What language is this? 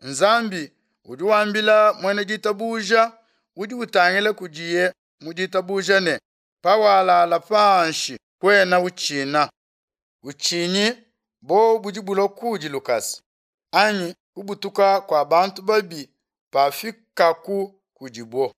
Luba-Lulua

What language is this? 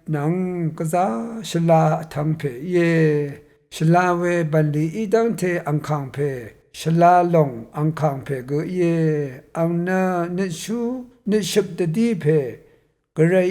Rawang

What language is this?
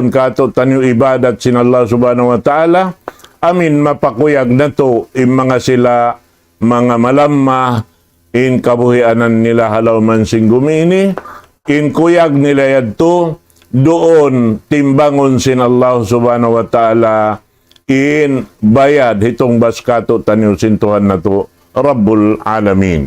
Tausug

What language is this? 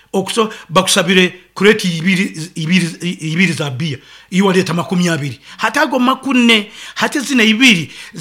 Nyoro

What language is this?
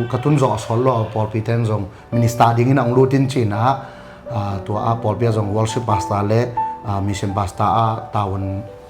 Tedim Chin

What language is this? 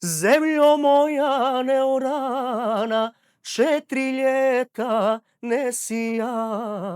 Bosnian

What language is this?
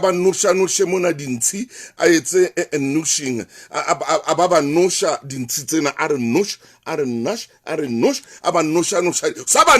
Southern Sotho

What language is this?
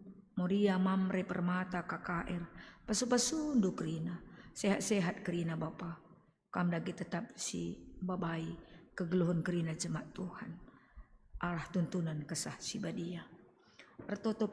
Batak Karo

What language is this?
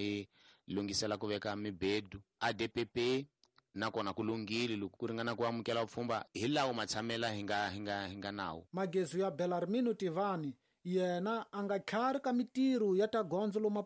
Tsonga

